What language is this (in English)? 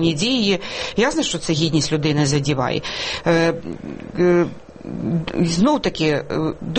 Ukrainian